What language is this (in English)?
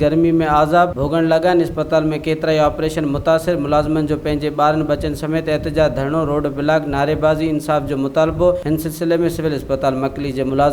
Sindhi